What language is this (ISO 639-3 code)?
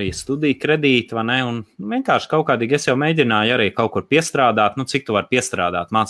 lav